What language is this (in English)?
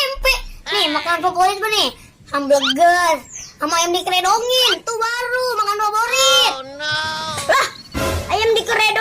Betawi